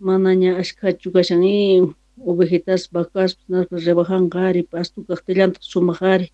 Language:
Quechua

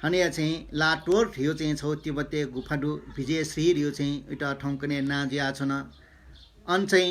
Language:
Newari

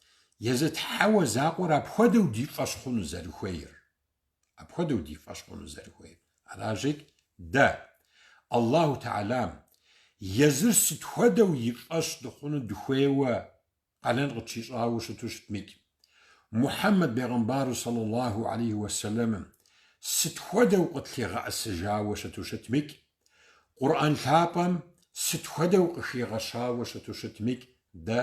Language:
Kabardian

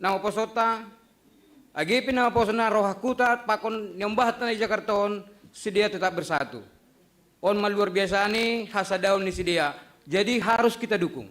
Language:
Batak Simalungun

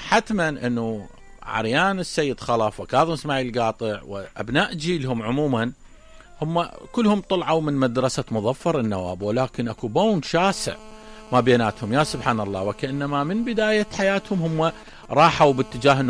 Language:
Mesopotamian Arabic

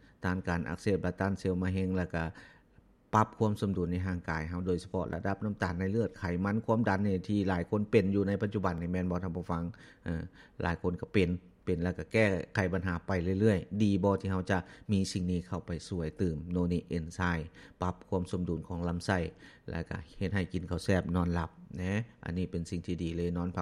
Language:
Lao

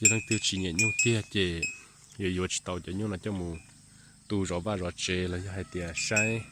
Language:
Hmong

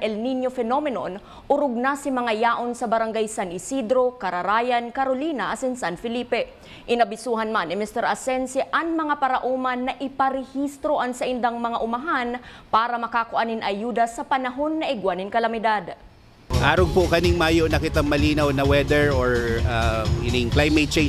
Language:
Bikol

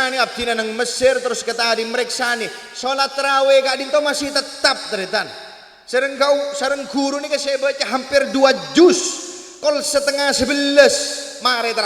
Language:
Madurese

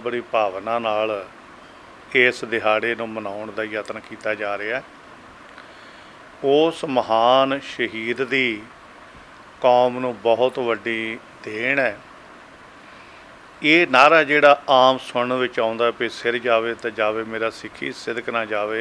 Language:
Punjabi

